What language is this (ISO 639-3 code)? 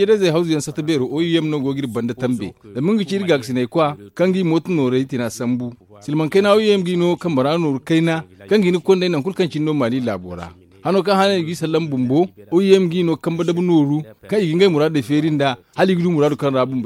dje